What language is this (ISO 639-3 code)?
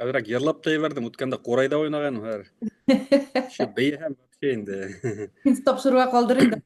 bak